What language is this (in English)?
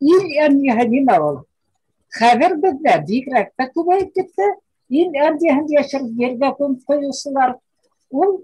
Bashkir